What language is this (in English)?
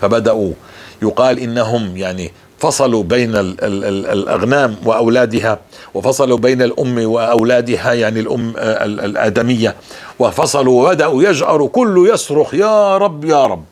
North Levantine Arabic